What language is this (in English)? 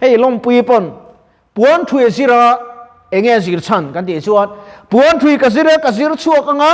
Mizo